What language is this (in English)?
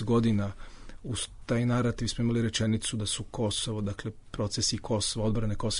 Serbian